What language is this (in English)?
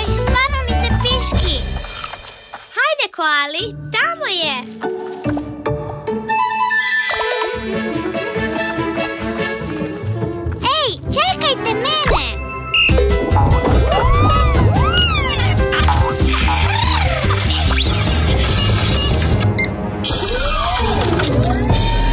Croatian